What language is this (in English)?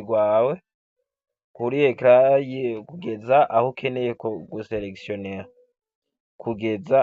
Rundi